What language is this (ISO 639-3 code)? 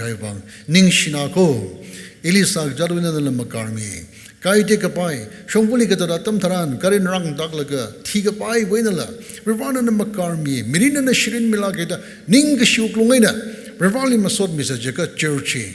nmf